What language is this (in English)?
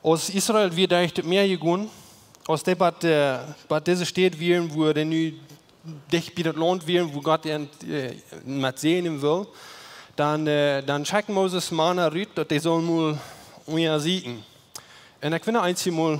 Plautdietsch